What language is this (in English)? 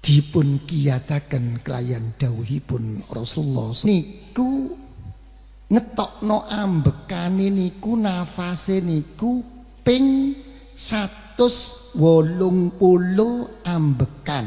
Javanese